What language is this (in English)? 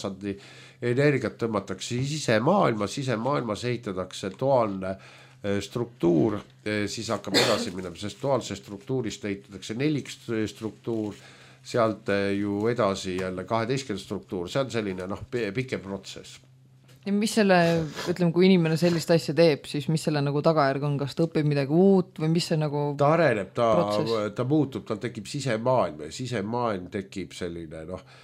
Estonian